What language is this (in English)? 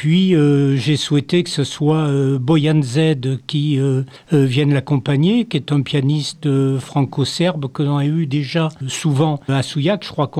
French